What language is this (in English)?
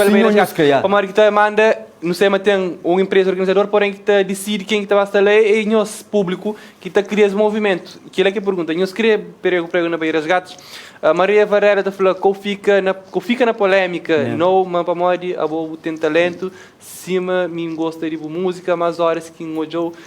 Kabuverdianu